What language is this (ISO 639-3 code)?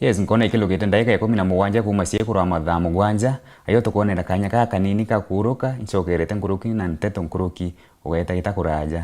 mer